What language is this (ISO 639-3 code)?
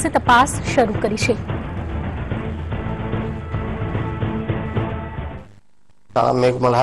guj